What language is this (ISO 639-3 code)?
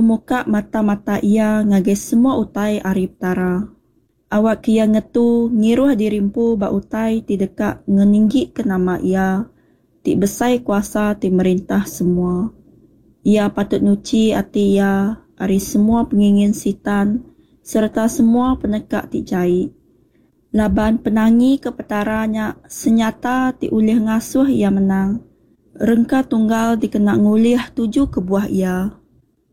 iba